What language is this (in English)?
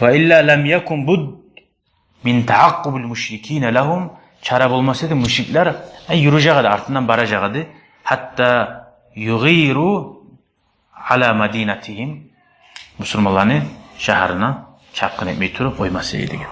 Kumyk